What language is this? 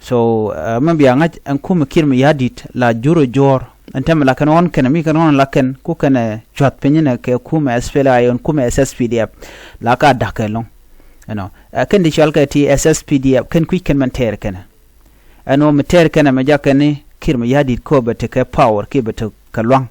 Nuer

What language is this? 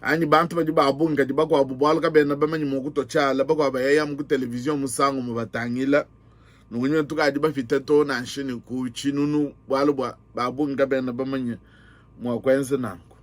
Luba-Lulua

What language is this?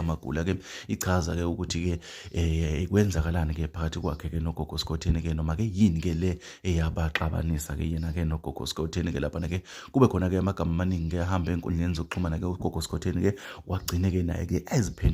Zulu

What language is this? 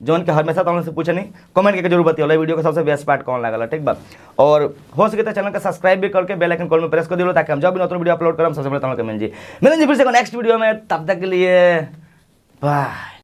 Bhojpuri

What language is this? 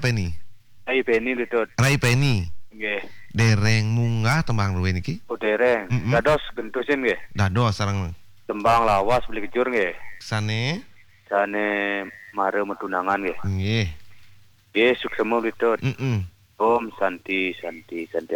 Balinese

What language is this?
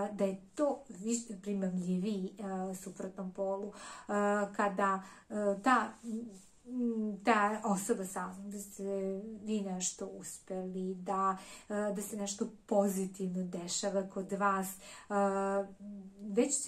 Serbian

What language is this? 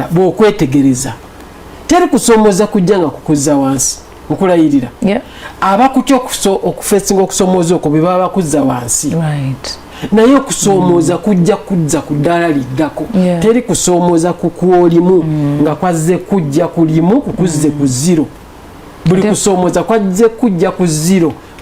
Ganda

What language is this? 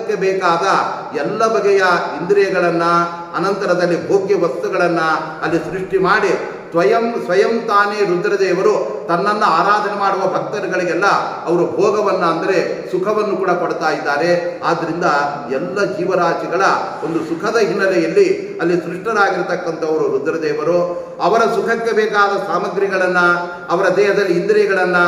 Kannada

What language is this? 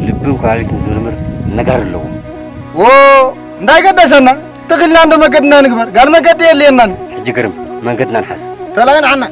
Tigrinya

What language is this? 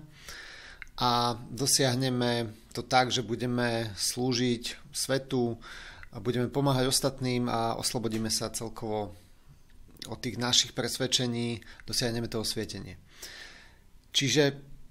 Slovak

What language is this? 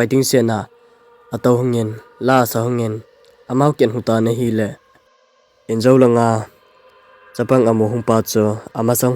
Thado Chin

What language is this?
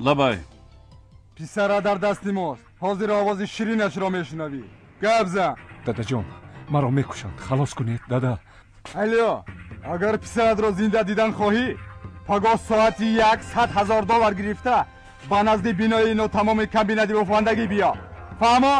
Tajik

